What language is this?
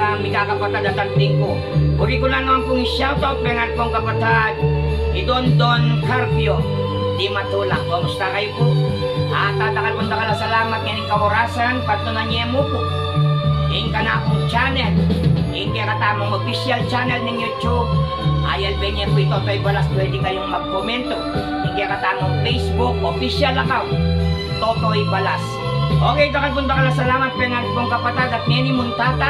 Pampanga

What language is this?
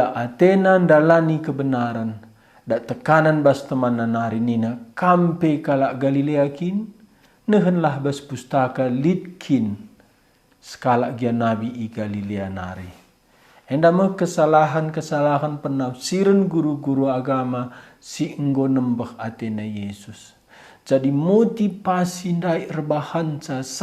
Batak Karo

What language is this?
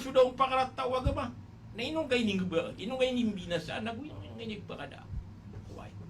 Maranao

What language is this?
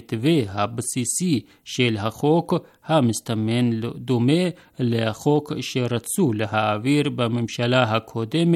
Hebrew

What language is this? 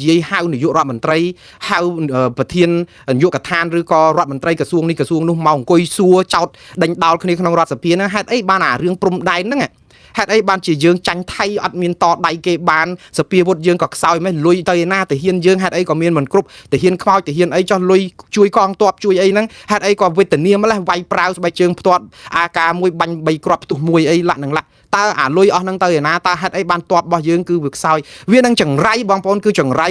Khmer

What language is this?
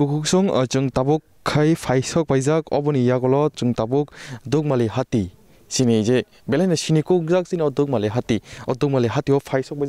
Kok Borok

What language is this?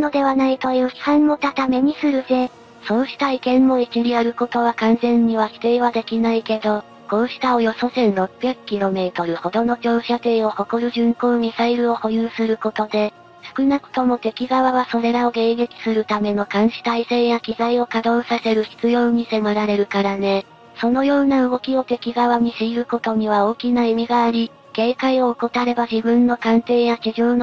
Japanese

